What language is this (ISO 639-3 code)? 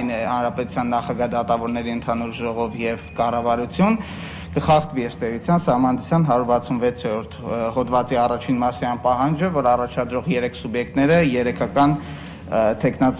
hye